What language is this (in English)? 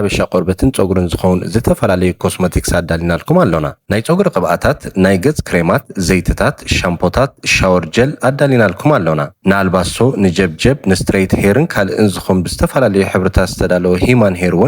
Tigrinya